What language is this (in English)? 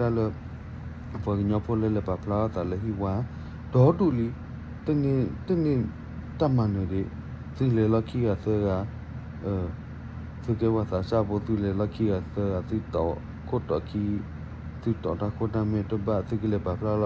S'gaw Karen